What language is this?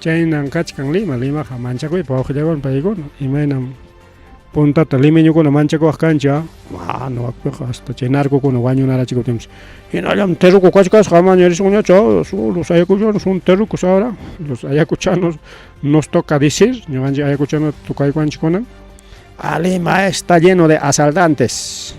Ayacucho Quechua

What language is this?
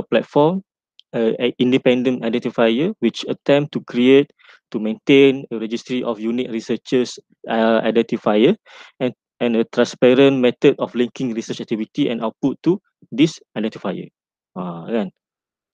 Malay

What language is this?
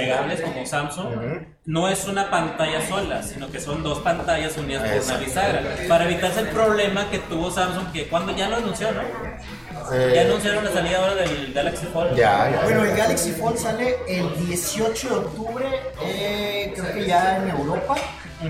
Spanish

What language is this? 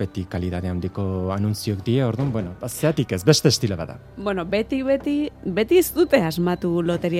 Basque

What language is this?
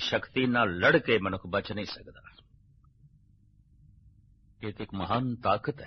Punjabi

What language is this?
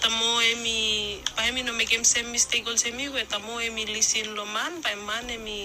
Bislama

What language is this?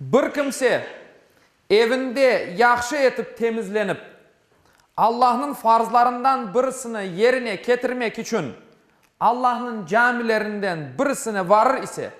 Crimean Tatar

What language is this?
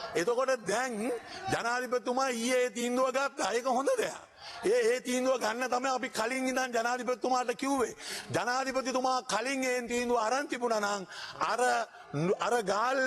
Sinhala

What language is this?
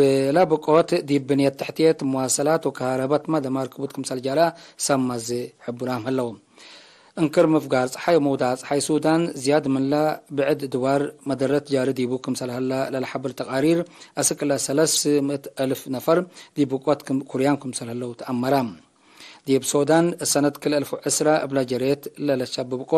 Tigre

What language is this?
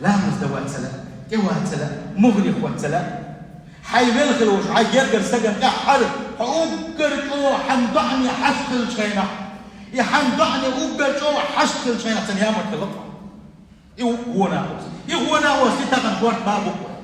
Chechen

